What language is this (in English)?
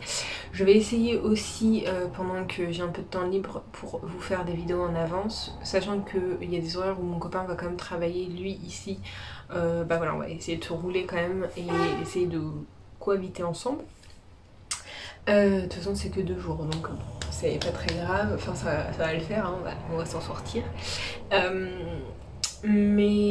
French